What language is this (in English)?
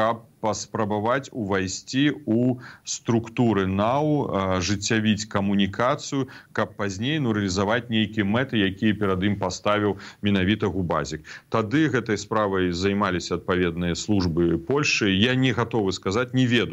Belarusian